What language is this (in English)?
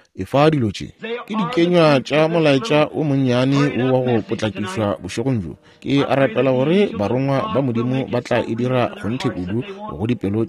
Northern Sotho